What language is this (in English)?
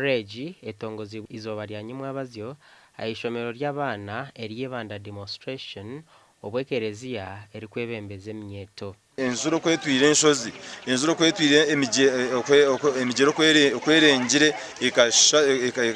Nyankole